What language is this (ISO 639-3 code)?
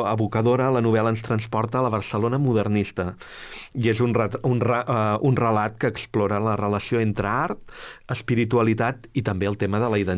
cat